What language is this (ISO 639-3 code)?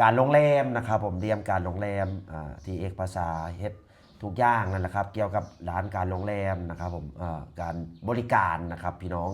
lao